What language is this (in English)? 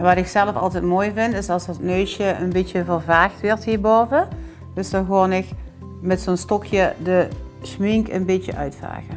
Limburgish